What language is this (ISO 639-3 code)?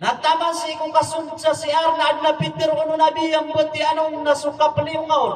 mrw